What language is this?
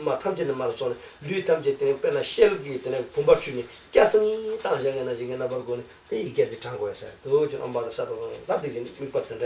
Tibetan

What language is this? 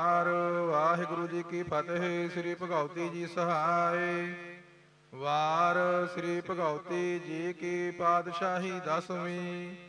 Punjabi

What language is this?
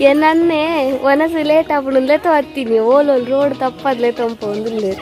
Tulu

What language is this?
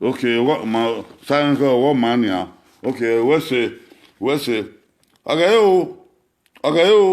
Bini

